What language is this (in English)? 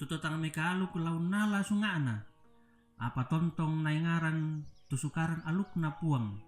Toraja-Sa'dan